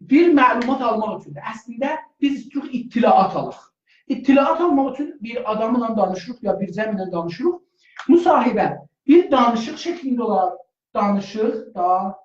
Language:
South Azerbaijani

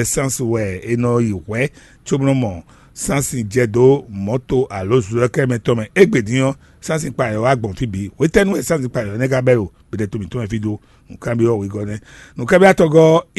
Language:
Fon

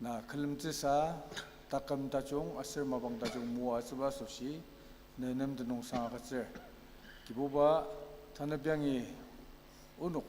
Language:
Ao Naga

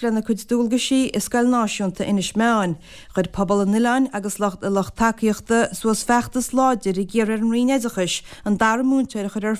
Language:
Irish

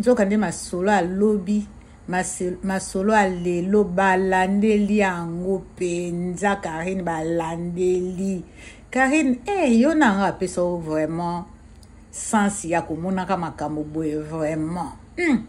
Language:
Lingala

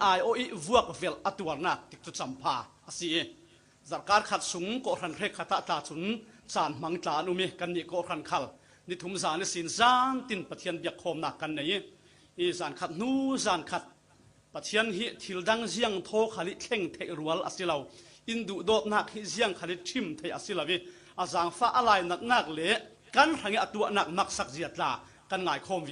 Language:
Falam Chin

